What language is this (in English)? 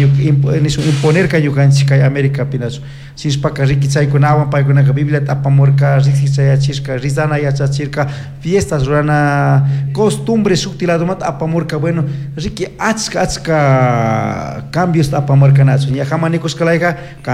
Chimborazo Highland Quichua